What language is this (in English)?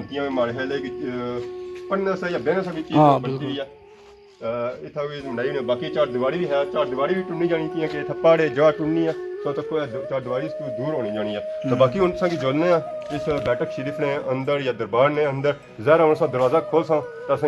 Pahari-Potwari